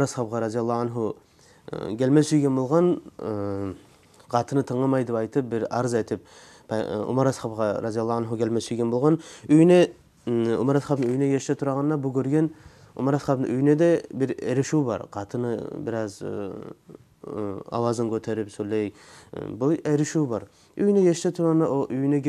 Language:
Kumyk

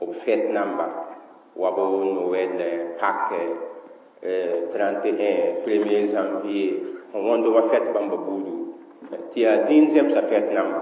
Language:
Mossi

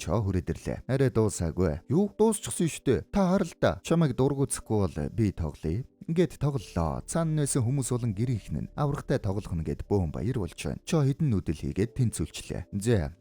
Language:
Mongolian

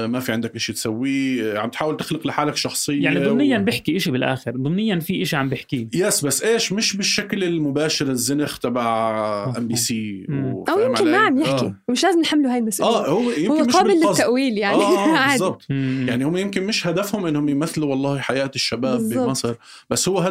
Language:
North Levantine Arabic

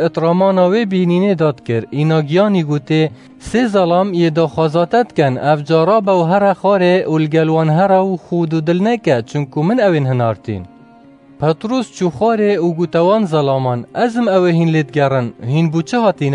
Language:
Kurdish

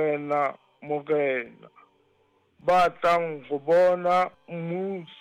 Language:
Southern Sotho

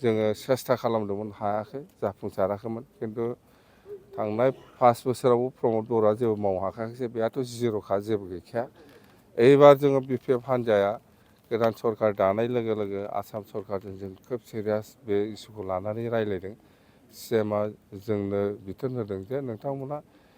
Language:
Bodo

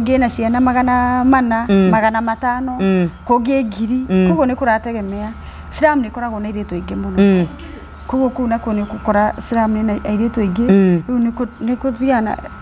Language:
Kikuyu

